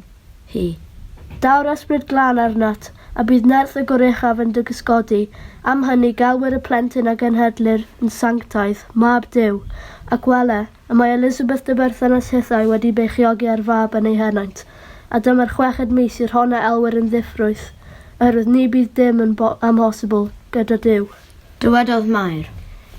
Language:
Welsh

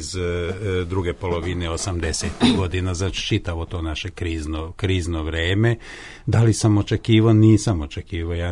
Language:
Serbian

